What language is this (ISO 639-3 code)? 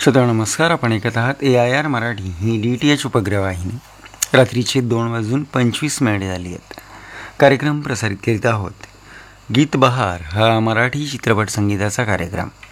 mar